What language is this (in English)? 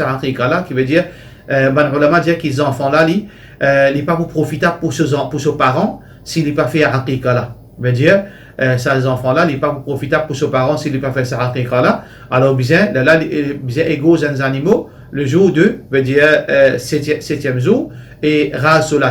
Morisyen